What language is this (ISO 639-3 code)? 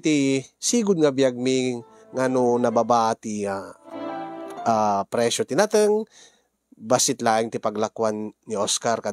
ilo